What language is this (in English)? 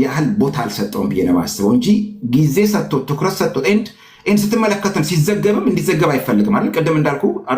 Amharic